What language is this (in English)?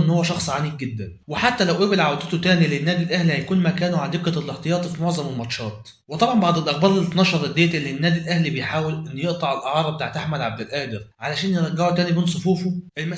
Egyptian Arabic